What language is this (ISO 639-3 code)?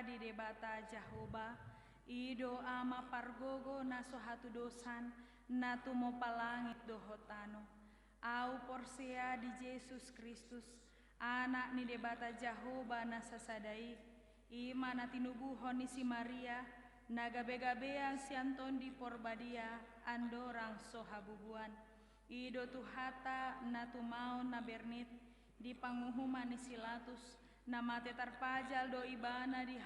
bbc